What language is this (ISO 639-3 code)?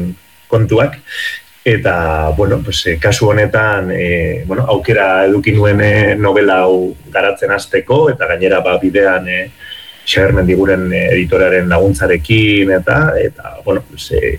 eus